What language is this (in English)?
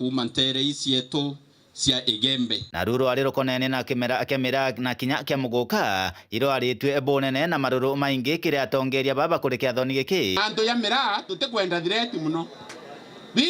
Meru